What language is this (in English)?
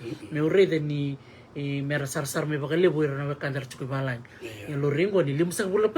Fijian